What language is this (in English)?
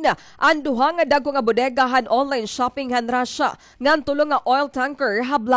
Waray